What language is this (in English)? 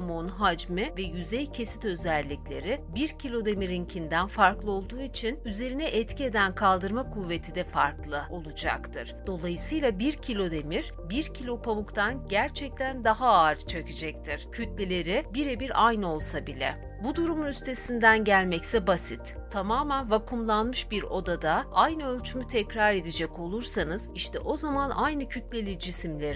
Turkish